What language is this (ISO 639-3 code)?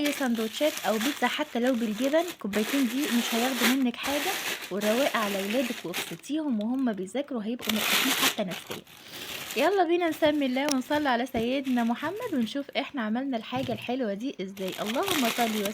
arz